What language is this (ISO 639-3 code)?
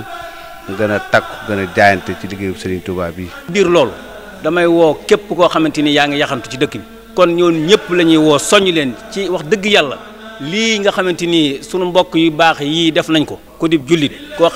wol